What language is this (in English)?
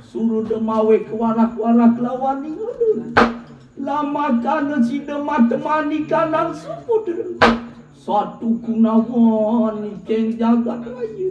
Balinese